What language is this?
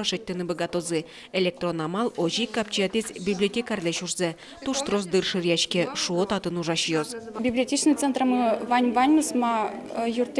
Udmurt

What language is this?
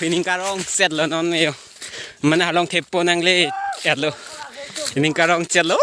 Karbi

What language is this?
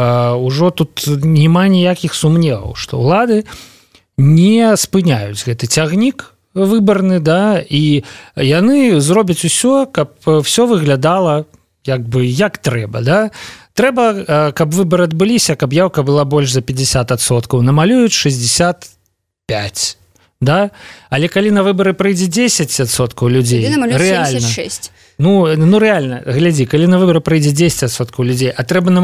Belarusian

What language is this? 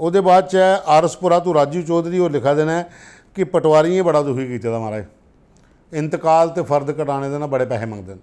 Dogri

